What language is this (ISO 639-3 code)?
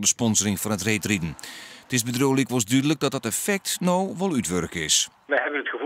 fry